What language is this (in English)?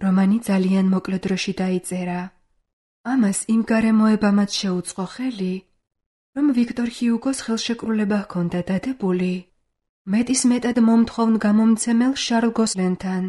Georgian